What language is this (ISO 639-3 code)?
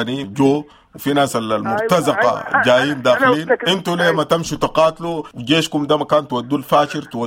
apd